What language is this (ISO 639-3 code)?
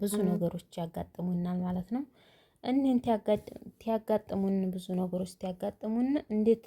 amh